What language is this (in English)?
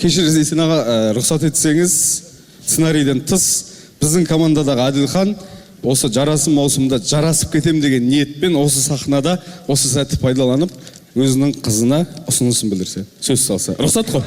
Kazakh